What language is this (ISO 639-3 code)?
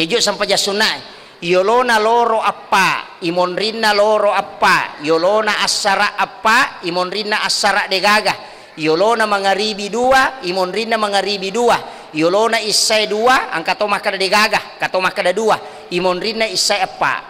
bug